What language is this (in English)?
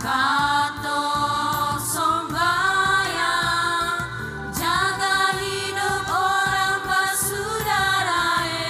Ambonese Malay